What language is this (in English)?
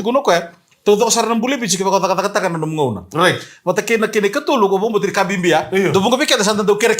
Fijian